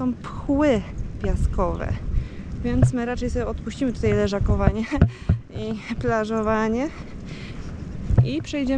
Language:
Polish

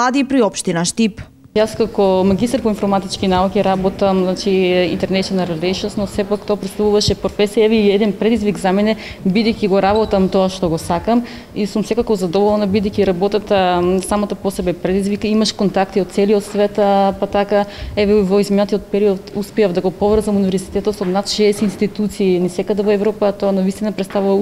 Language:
Macedonian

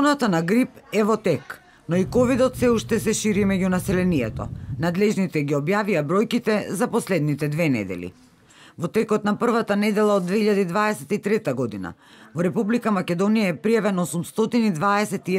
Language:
Macedonian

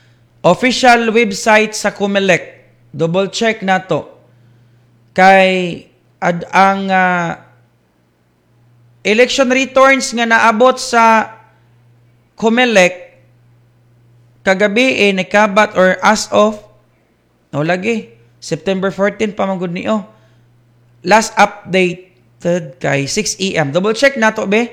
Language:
Cebuano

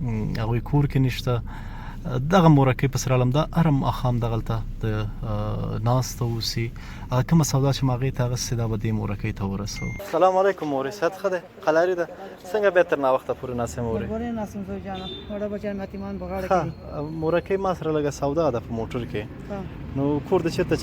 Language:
Pashto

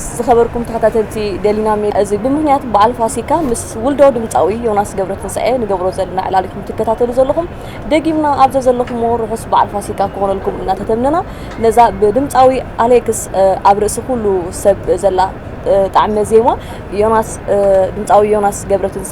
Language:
Tigrinya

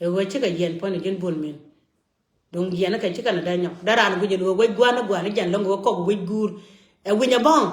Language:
Nuer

